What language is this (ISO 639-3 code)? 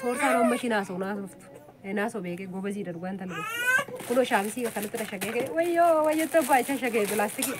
orm